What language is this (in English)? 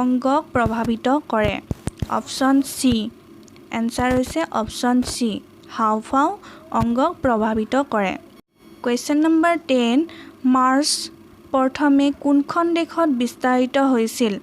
Assamese